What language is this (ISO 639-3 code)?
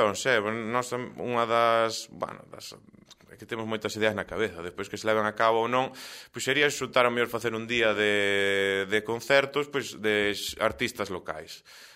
glg